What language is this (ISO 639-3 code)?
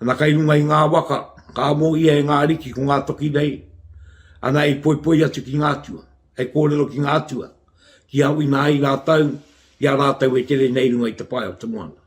mri